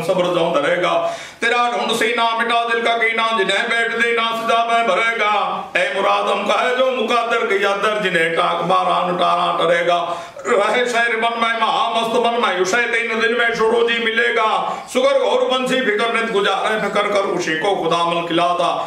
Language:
Gujarati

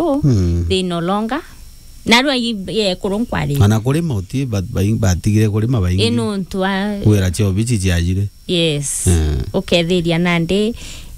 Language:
Meru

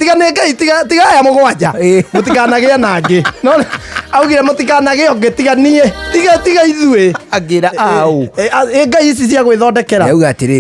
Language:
Kikuyu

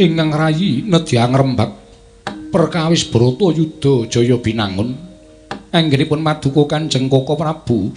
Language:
Javanese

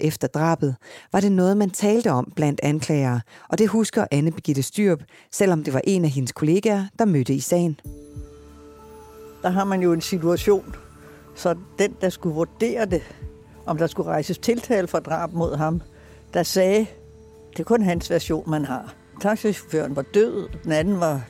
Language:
Danish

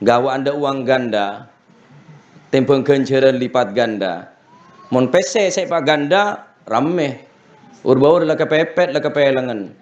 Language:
Madurese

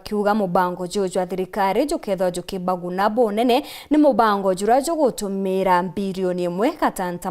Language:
Meru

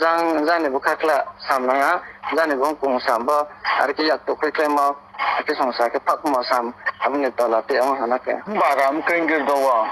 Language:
Riang (India)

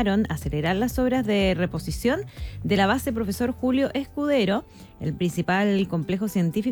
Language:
Spanish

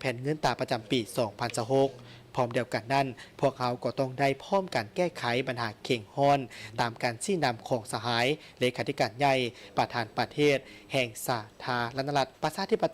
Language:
Lao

